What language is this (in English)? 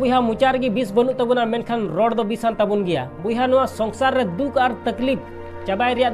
Santali